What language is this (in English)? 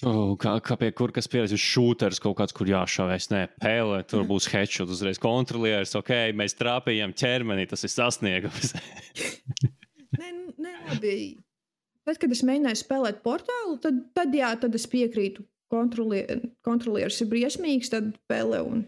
Latvian